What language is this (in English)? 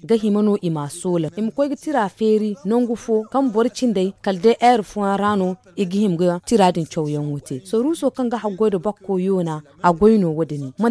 Zarma